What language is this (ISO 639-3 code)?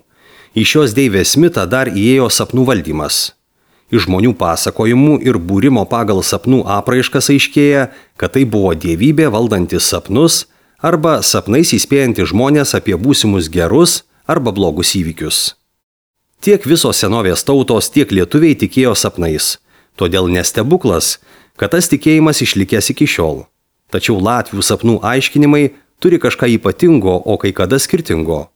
lit